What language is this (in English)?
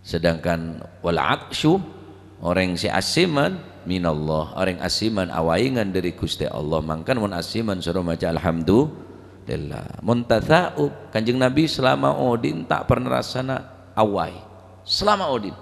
Madurese